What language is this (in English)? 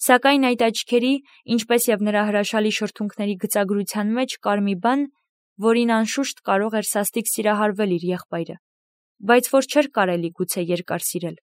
Armenian